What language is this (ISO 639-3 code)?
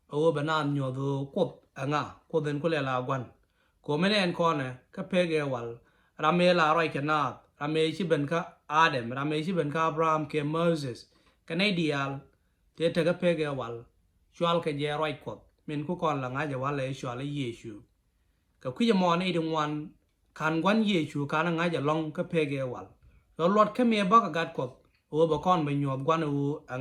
nus